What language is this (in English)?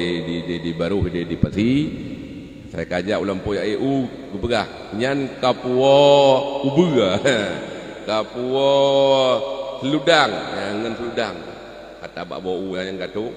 Achinese